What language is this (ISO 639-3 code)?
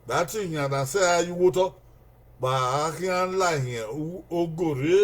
bin